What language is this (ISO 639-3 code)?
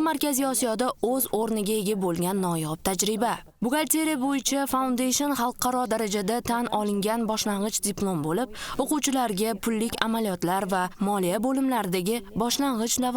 uzb